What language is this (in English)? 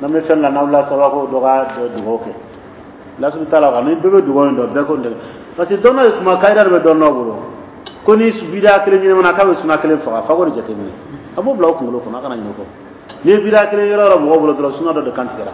Dyula